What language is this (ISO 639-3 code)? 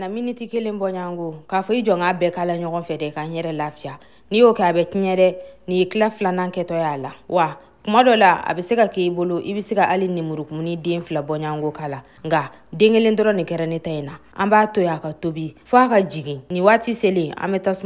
bam